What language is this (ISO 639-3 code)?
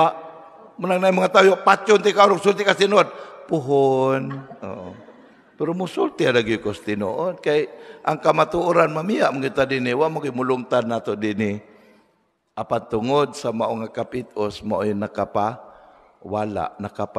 ceb